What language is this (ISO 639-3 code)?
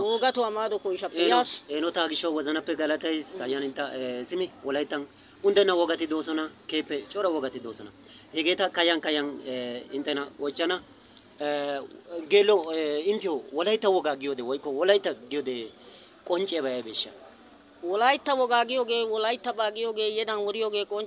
wal